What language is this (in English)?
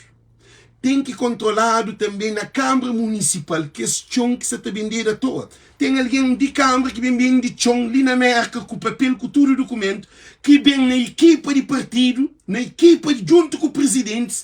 Kabuverdianu